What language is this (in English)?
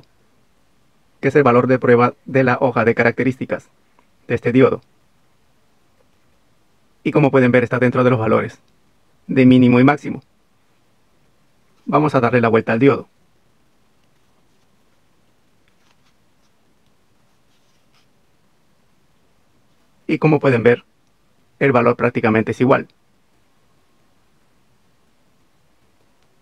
Spanish